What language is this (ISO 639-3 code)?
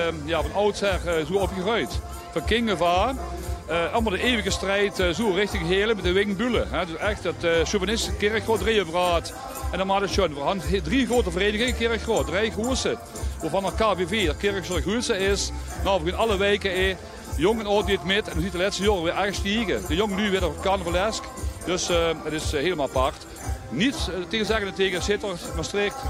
lim